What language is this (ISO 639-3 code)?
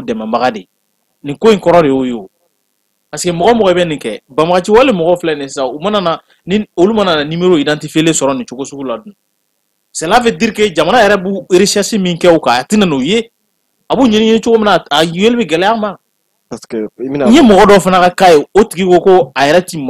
bam